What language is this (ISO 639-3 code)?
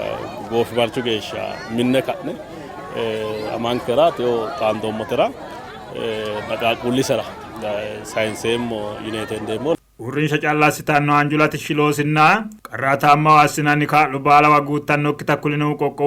sid